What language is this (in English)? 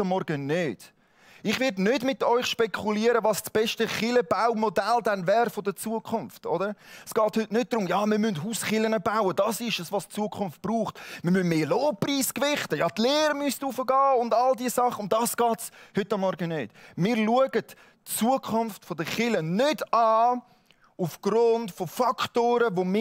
Swiss German